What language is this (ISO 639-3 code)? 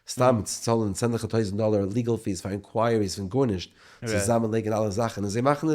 yid